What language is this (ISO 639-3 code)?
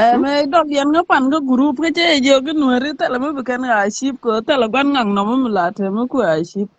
nus